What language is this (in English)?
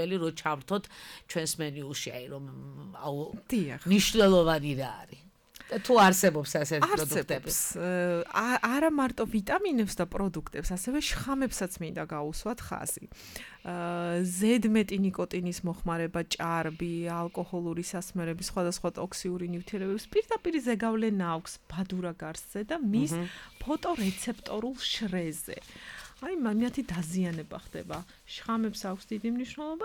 Georgian